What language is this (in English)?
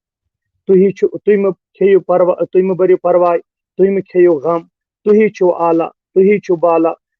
Kashmiri